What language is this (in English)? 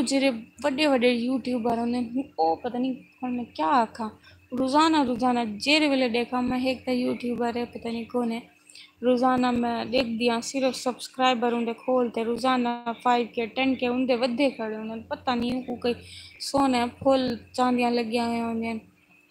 Saraiki